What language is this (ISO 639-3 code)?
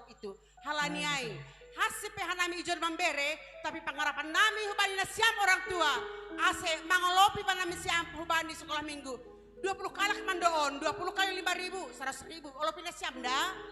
bts